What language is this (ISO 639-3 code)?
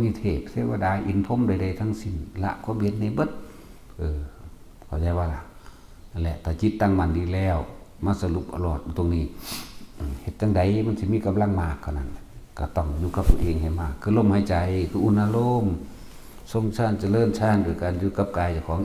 tts